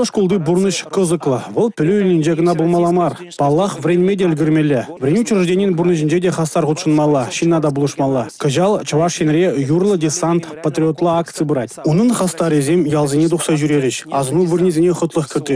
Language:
Chuvash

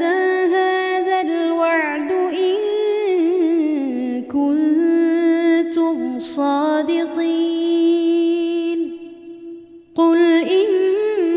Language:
Arabic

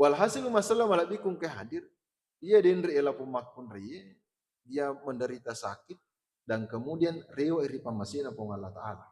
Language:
Buginese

